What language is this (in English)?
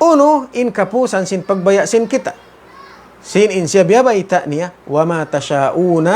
Tausug